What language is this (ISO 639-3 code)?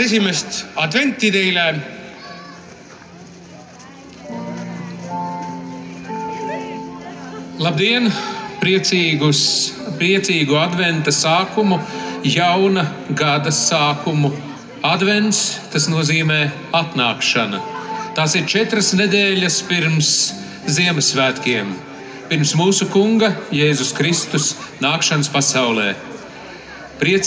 lav